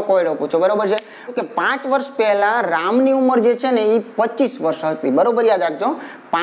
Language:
Gujarati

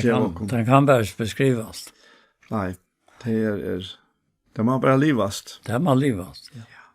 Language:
Faroese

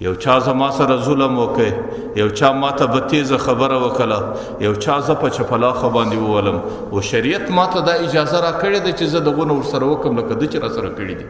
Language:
Pashto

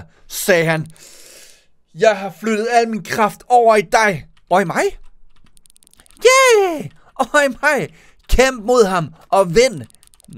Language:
Danish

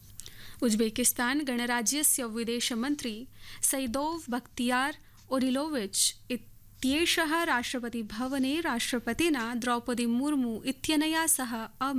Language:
Sanskrit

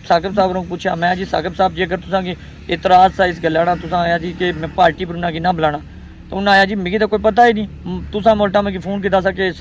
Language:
Pahari-Potwari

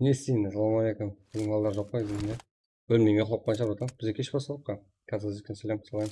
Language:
Kara-Kalpak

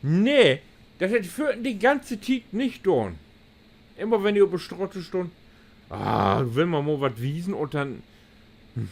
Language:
Low German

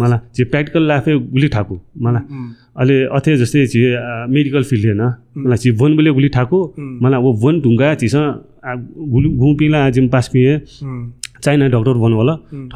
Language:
Newari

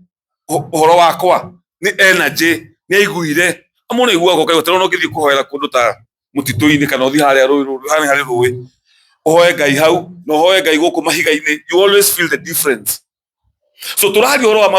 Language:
Kikuyu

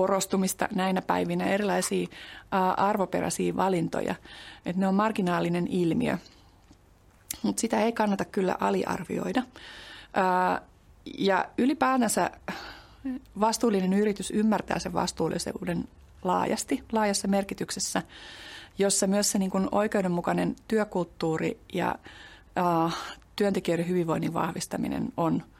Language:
Finnish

